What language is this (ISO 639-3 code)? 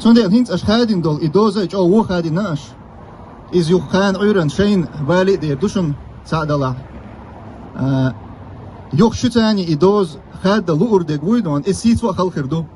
che